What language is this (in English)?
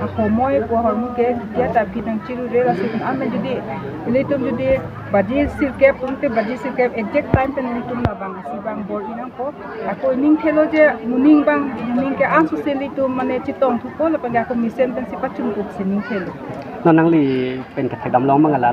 Karbi